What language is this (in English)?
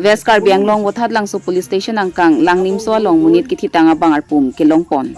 Karbi